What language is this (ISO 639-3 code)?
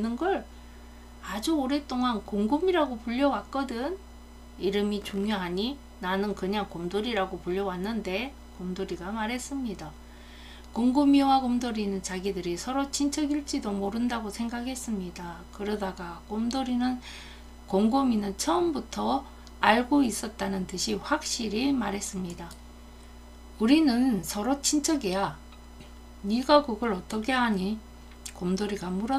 kor